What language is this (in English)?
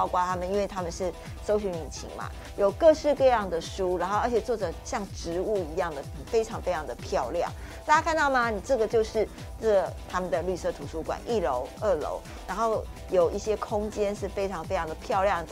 Chinese